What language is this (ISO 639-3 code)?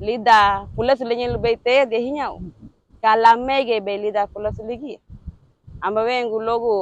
cab